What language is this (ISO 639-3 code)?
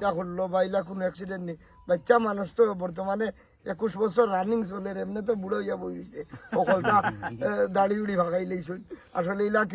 syl